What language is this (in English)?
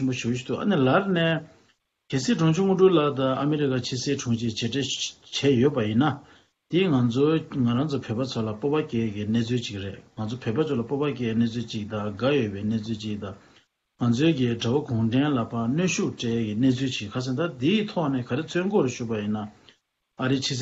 Tibetan